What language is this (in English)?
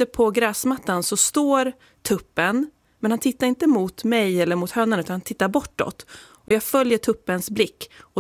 Swedish